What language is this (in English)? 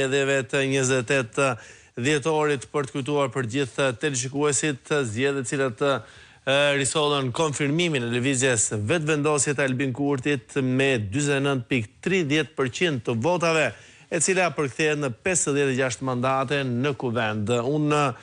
Albanian